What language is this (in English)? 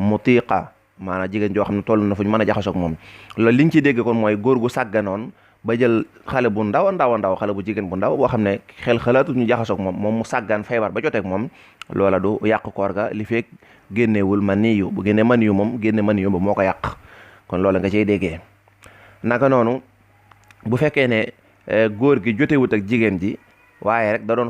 Wolof